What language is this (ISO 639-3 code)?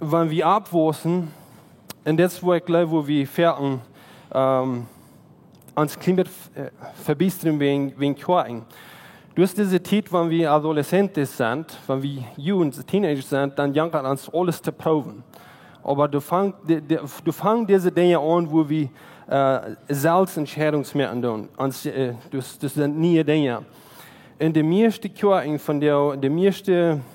pdt